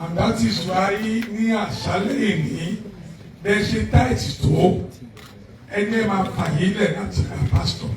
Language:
Yoruba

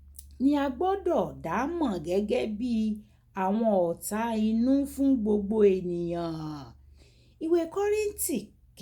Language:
Yoruba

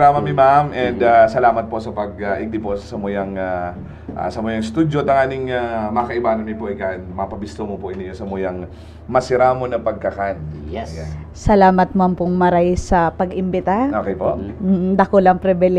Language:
Bikol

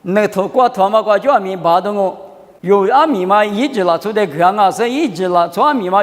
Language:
Lisu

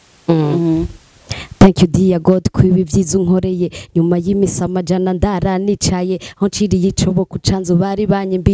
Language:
Rundi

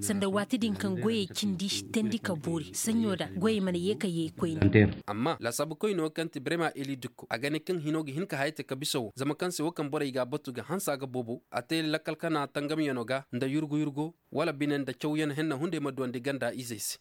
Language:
Koyraboro Senni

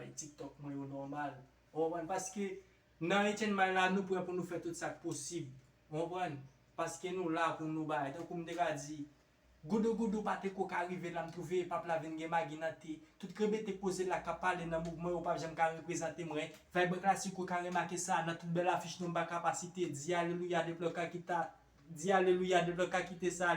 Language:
Haitian Creole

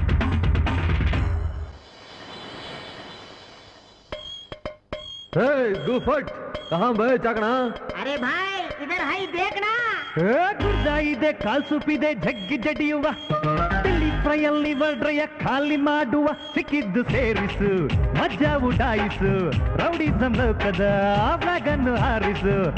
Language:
Kannada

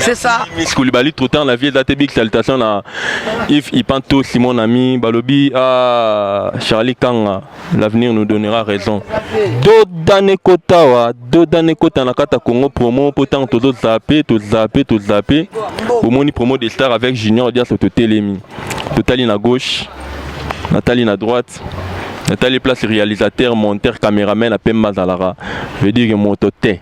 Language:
Lingala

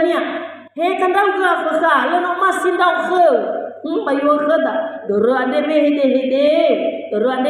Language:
Nias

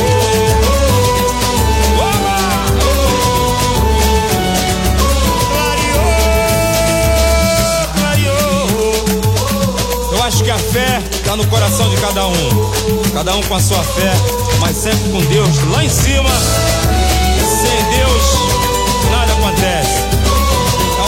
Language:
Portuguese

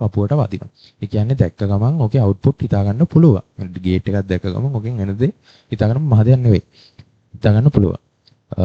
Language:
Sinhala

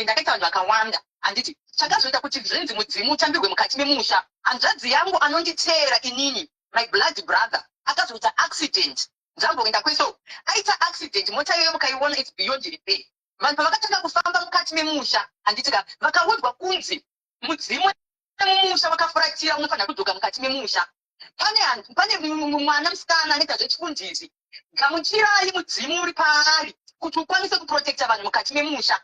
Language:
Shona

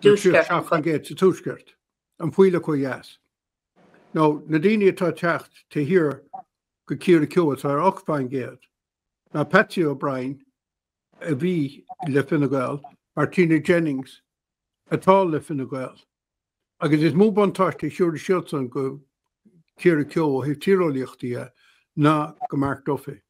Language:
Irish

